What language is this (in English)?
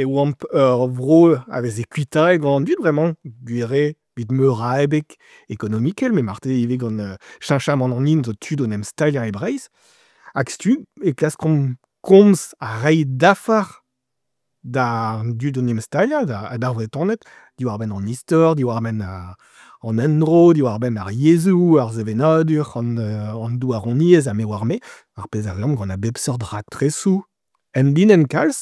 Breton